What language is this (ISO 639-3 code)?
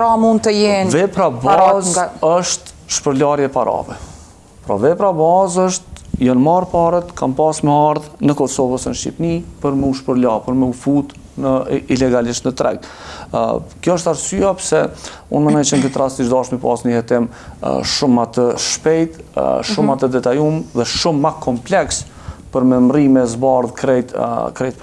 sqi